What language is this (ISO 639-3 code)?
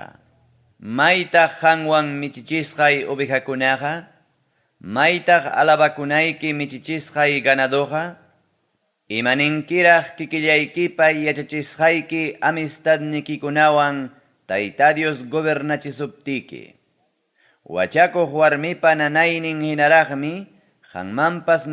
quy